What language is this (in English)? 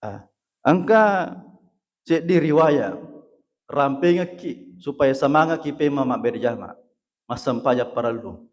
Buginese